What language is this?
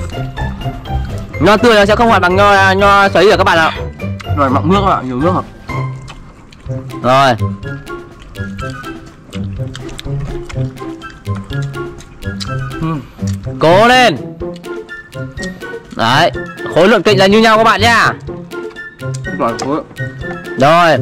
Vietnamese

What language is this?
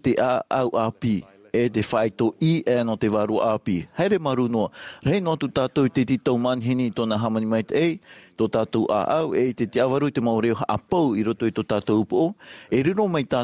Tahitian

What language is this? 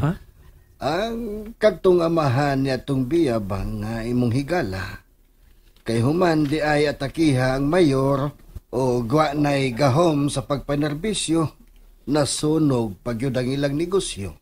Cebuano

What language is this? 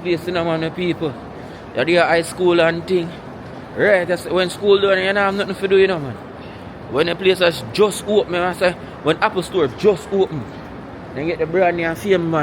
Jamaican Creole English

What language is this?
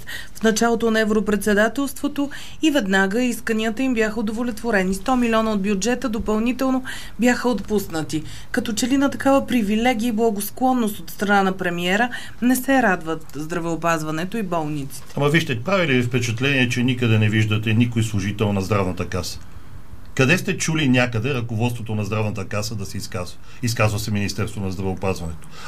Bulgarian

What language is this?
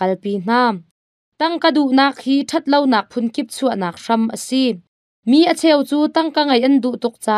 Hakha Chin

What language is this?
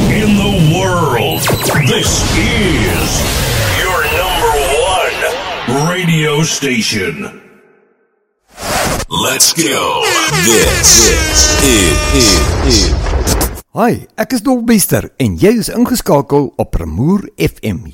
Afrikaans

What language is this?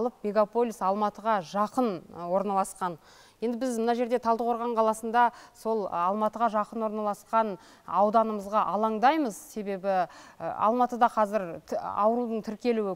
Kazakh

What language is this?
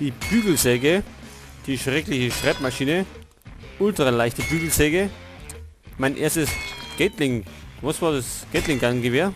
Bavarian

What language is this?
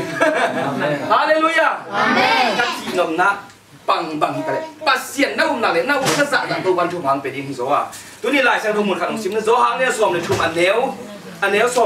Tedim Chin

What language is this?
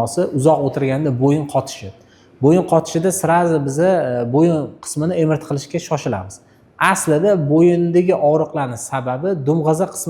Uzbek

